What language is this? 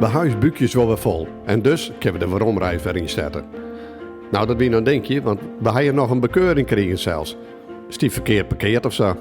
Western Frisian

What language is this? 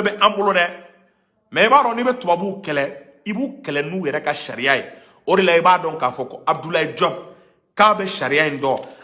Bambara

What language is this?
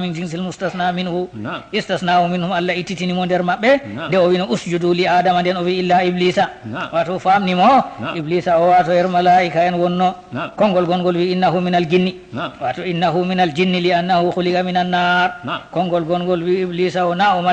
Fula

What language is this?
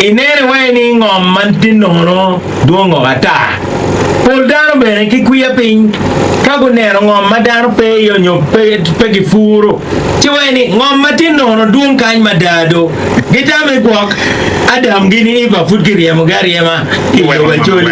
Acoli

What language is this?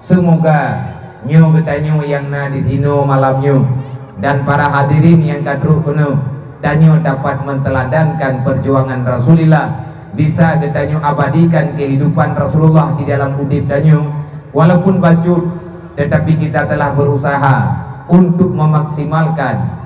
Achinese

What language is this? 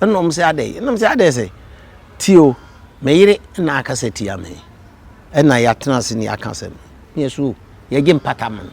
Akan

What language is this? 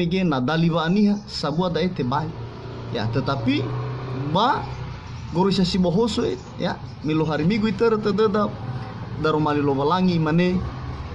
Nias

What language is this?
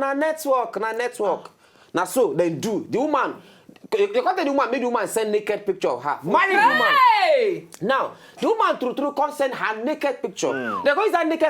Nigerian Pidgin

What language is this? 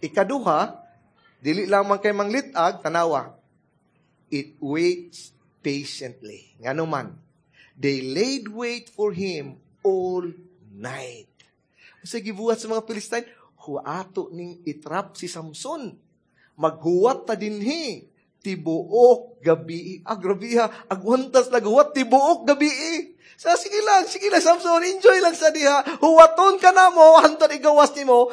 Cebuano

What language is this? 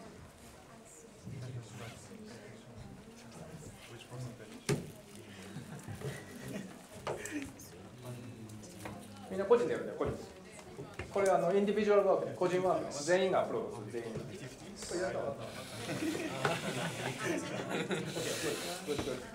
Japanese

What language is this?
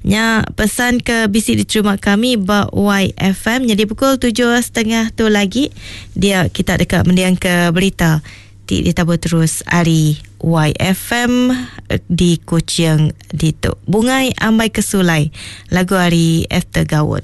Iban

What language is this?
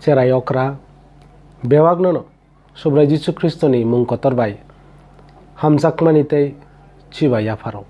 Kok Borok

